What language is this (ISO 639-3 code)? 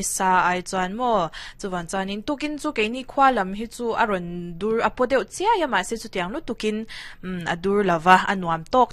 lus